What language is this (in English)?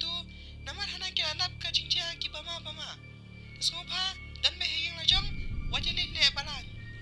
Khasi